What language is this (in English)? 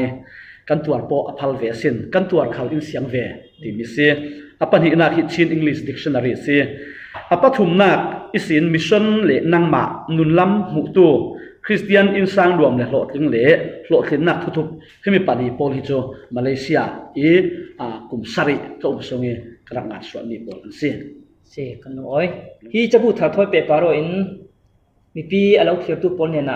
Falam Chin